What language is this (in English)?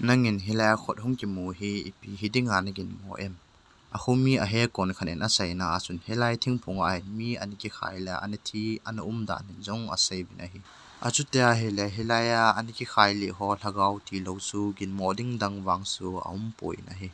Thado Chin